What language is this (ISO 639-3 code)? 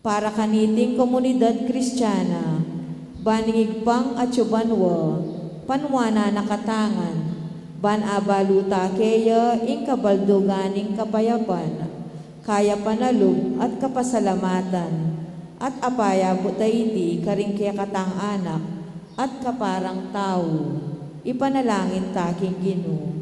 pam